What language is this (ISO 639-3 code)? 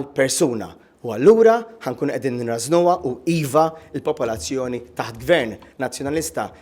mlt